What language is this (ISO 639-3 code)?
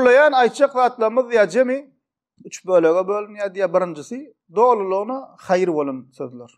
tuk